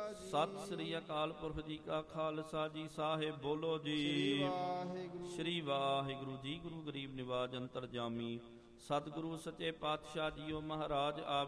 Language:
Punjabi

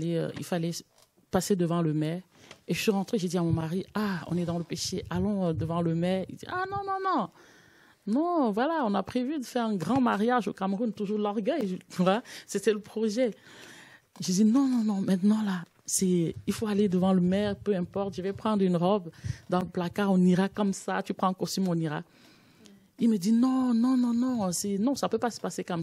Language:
French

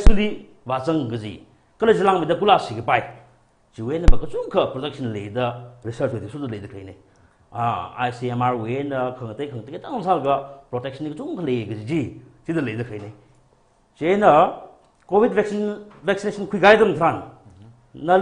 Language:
Tangkhul Naga (India)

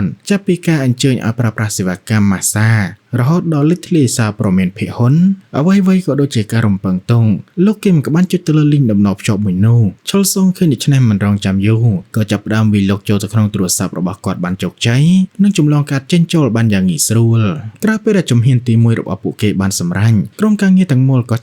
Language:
Khmer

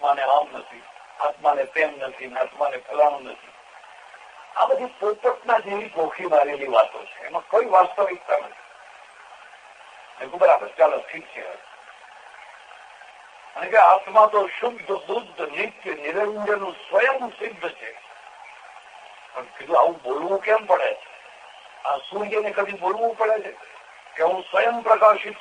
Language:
Gujarati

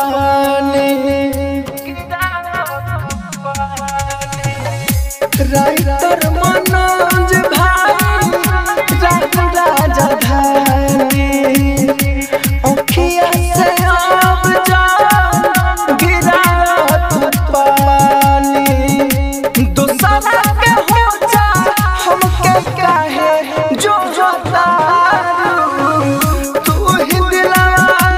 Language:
Bhojpuri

